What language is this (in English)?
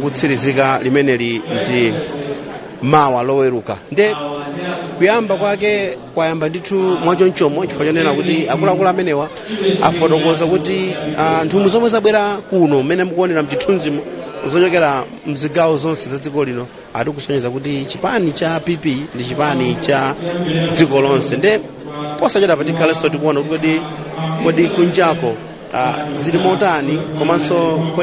Nyanja